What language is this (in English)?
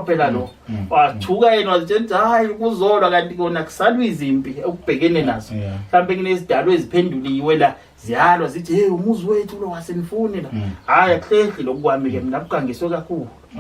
Zulu